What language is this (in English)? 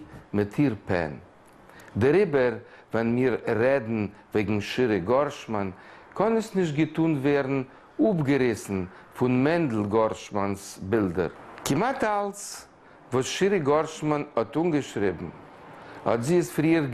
Yiddish